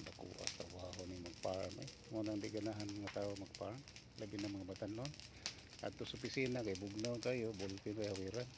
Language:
Cebuano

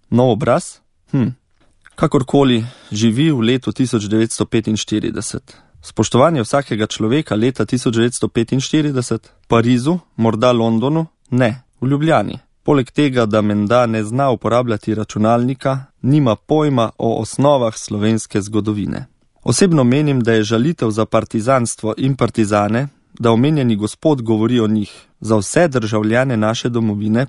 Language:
Slovenian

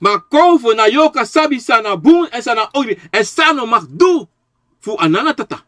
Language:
Sranan Tongo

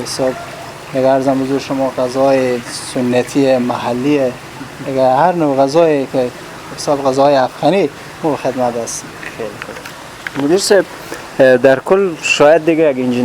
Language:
Persian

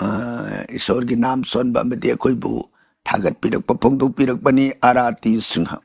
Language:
Manipuri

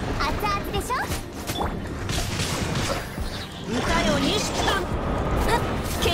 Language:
Japanese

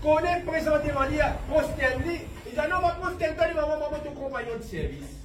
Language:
Morisyen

